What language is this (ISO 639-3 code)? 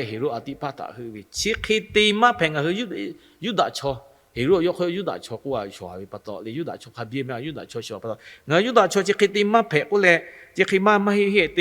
lhu